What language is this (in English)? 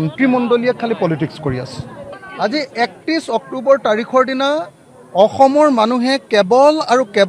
Assamese